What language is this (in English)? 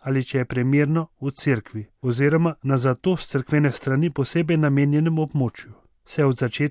Slovenian